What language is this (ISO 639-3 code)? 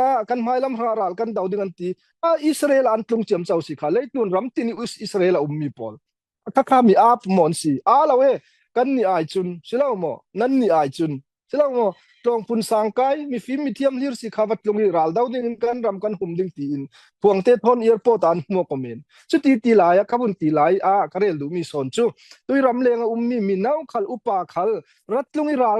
cfm